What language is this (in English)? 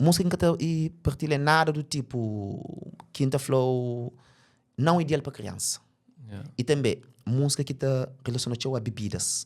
Kabuverdianu